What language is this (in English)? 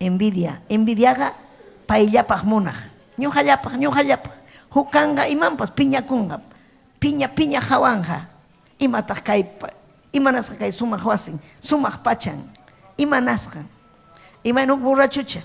Ayacucho Quechua